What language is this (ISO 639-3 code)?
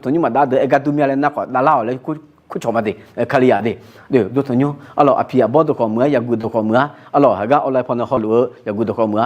ahk